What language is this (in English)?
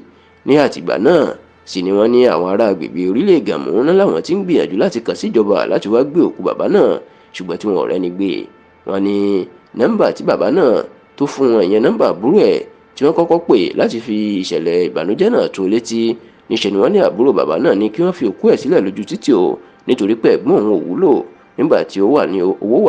Yoruba